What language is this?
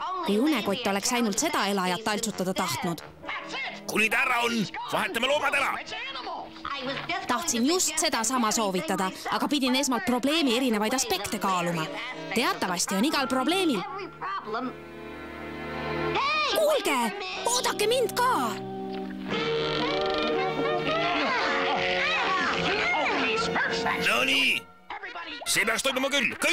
Estonian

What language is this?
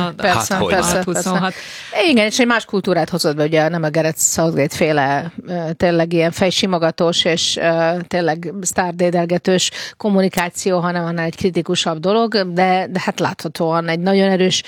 Hungarian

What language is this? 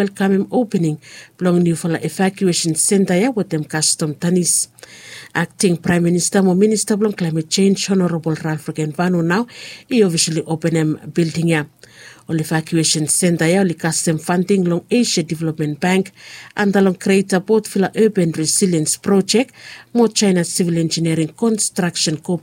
Bislama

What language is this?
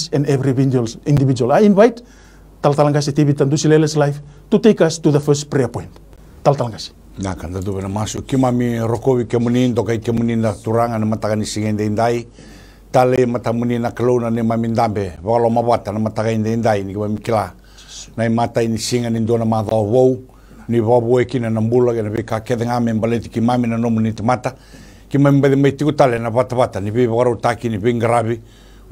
Fijian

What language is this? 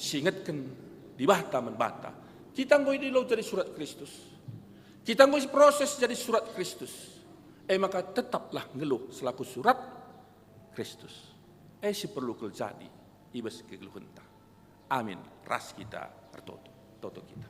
Batak Karo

